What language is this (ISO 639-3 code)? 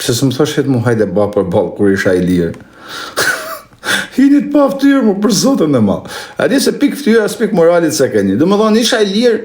sqi